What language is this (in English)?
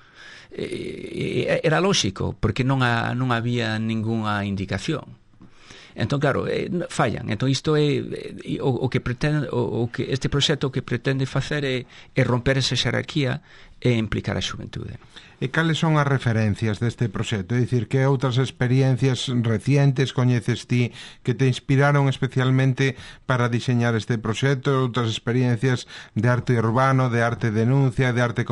Galician